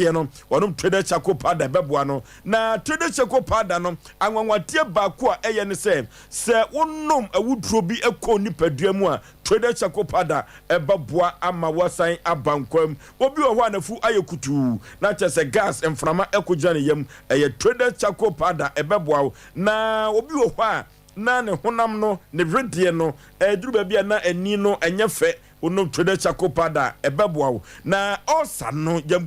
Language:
Akan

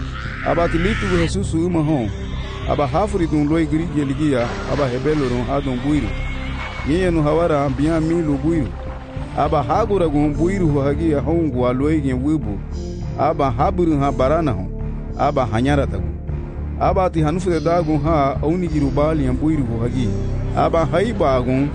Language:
Garifuna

